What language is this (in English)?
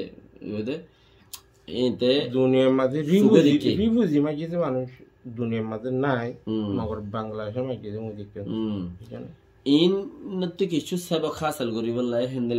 Rohingya